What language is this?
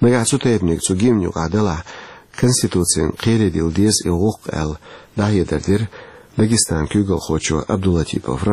Chechen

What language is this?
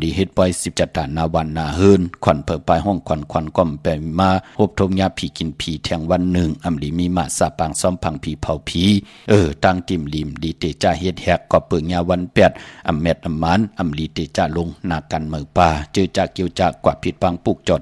Shan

